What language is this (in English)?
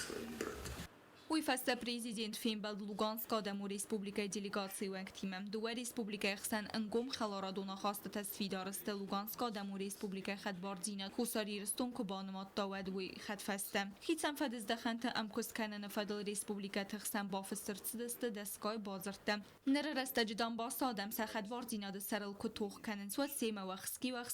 Ossetic